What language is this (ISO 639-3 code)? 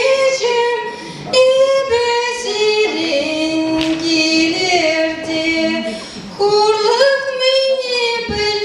chv